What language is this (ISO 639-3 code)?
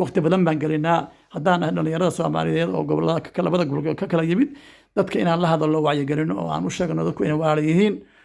som